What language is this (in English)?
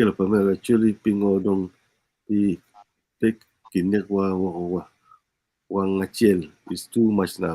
Acoli